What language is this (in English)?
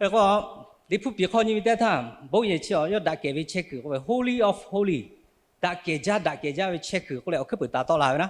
Lahu